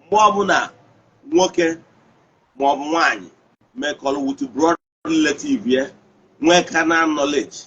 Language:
Igbo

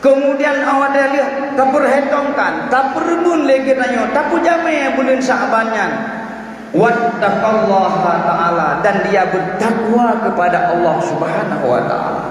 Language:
Achinese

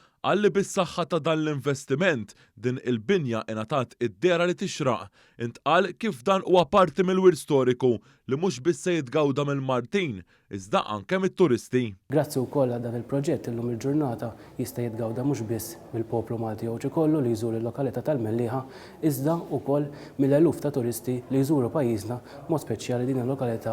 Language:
Maltese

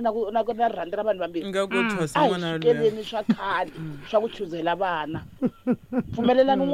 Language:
Tsonga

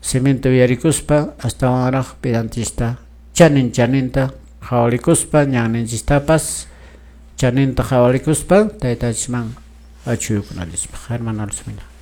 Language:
Quechua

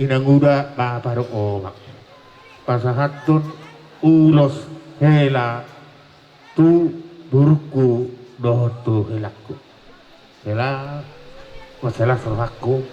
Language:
Batak Toba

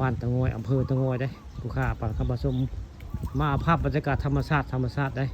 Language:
Northeastern Thai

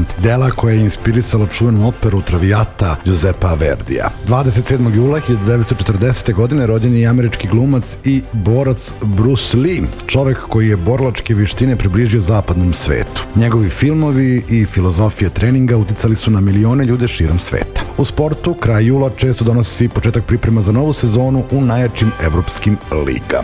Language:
Serbian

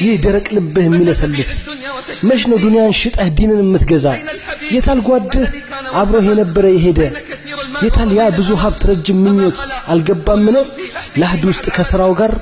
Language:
Amharic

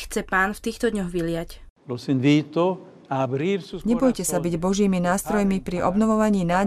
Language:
Slovak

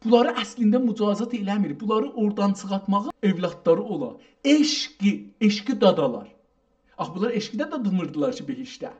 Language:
South Azerbaijani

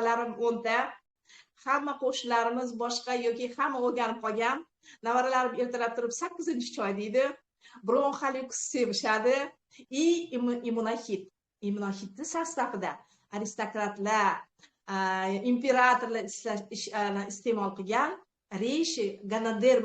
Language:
Uzbek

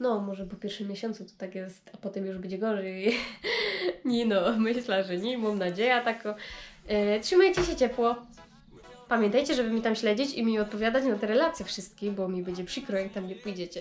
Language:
Silesian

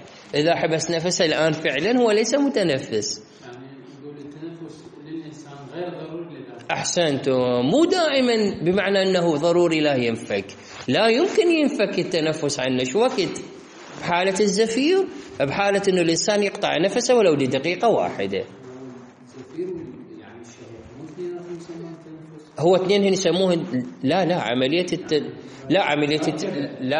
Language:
Mesopotamian Arabic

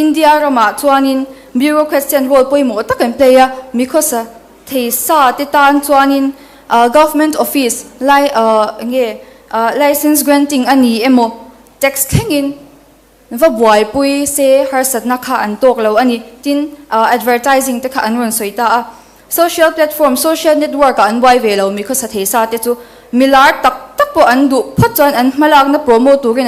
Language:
Mizo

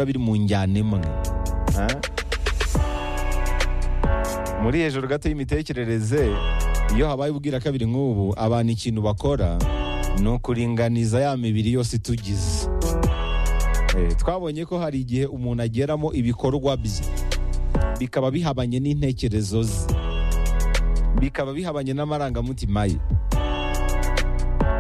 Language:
Kinyarwanda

